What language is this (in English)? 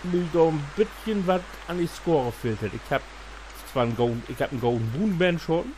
Low German